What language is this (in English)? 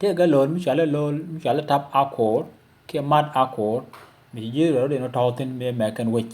Nuer